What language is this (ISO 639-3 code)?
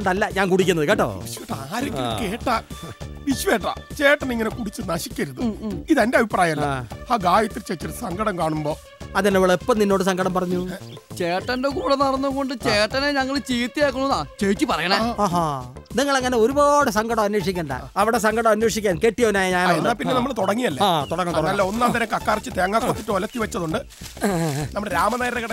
mal